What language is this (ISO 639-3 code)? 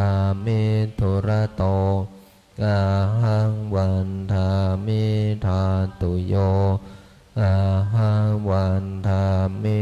pli